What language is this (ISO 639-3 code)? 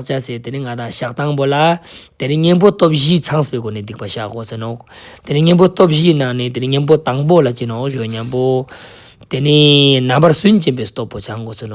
lbj